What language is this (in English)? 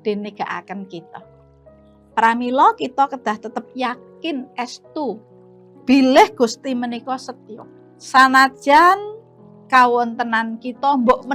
Javanese